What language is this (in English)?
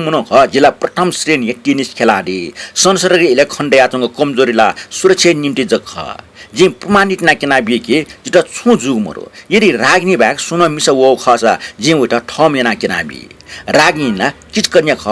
Newari